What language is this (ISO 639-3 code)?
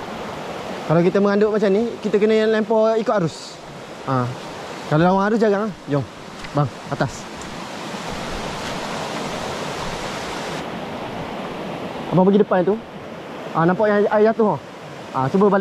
msa